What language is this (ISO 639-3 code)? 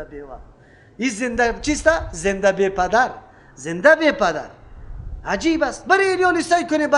fas